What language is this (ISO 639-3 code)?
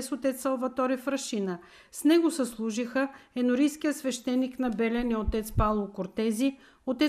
bul